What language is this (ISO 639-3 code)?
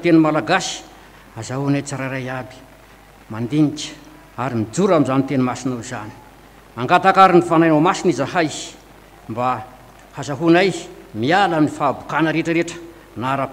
mlg